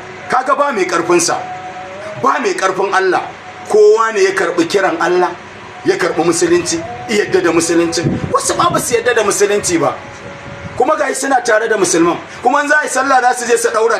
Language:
Hausa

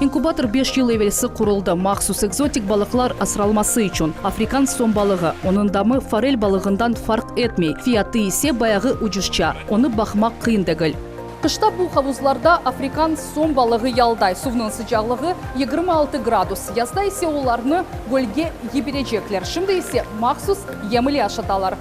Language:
Crimean Tatar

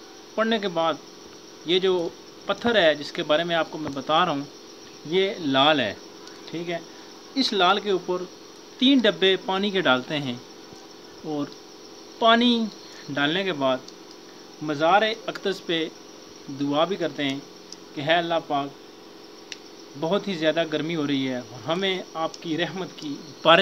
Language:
Urdu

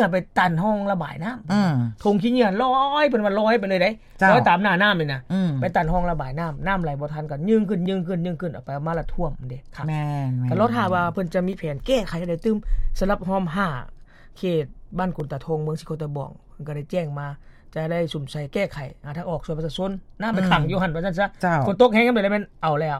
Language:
Lao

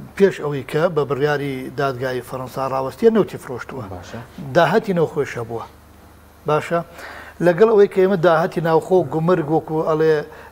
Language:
Central Kurdish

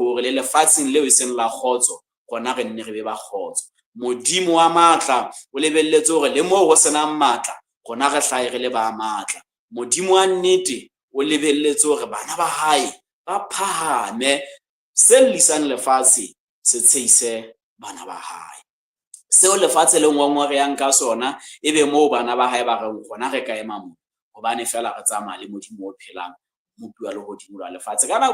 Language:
Southern Sotho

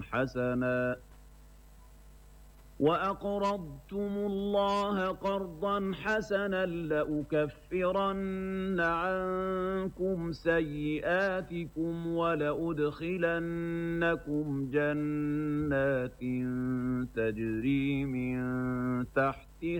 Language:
Arabic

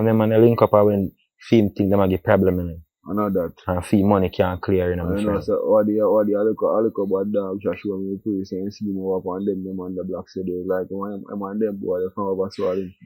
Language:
Jamaican Creole English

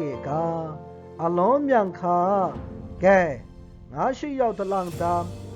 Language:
Maru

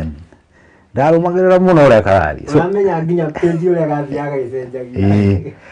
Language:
Kikuyu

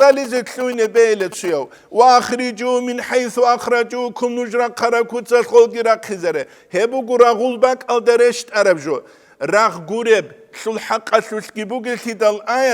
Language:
Avaric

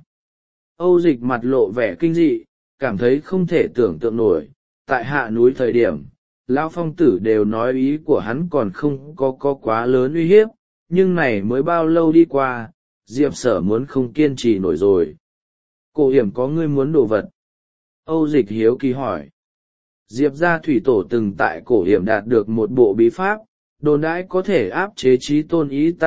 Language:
Vietnamese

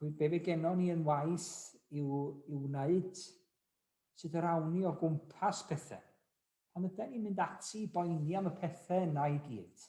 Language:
Welsh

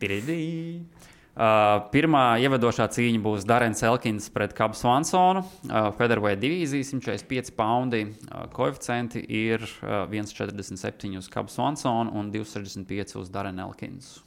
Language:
Latvian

